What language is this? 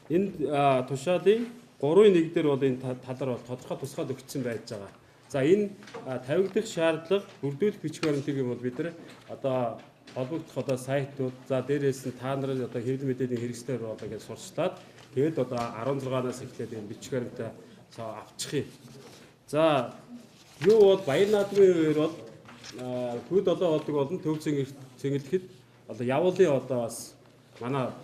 Mongolian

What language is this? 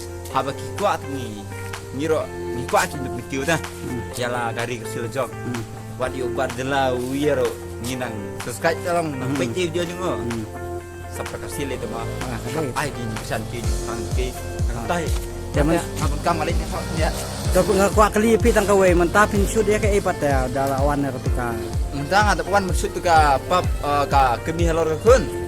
Khasi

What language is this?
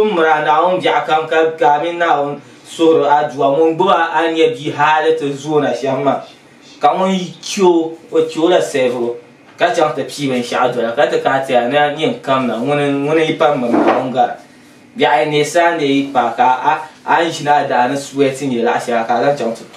Dagbani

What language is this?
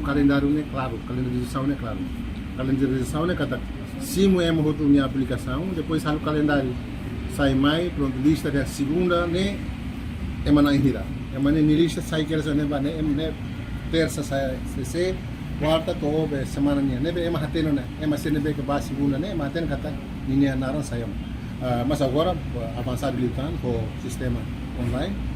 Tetum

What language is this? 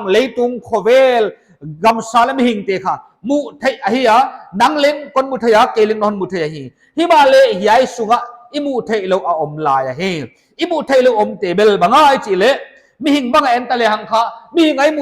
Paite Chin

